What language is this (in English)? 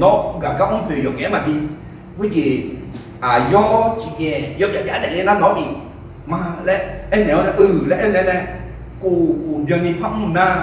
Akha